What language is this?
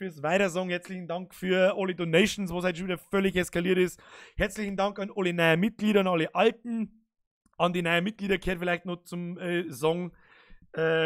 Bavarian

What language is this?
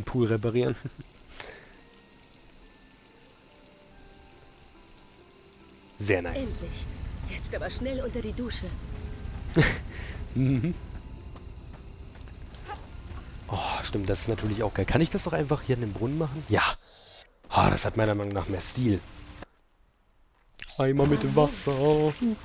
German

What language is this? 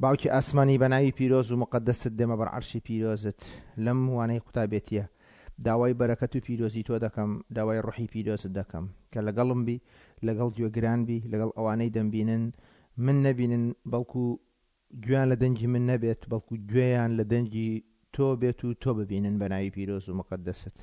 Central Kurdish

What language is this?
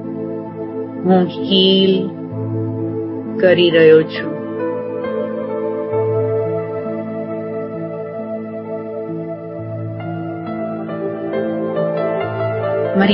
Gujarati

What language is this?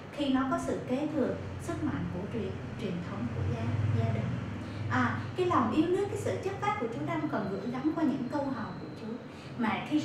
Vietnamese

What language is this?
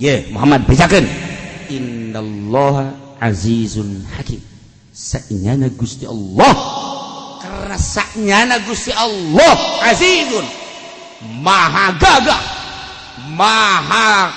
Sundanese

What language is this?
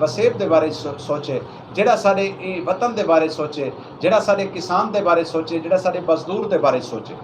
Saraiki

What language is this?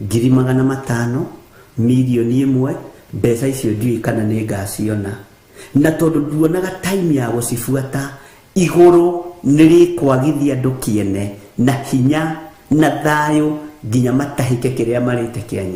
Kikuyu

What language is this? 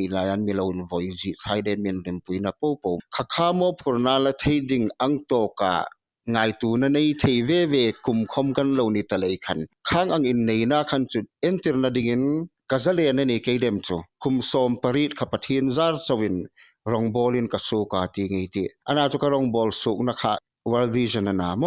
Hmar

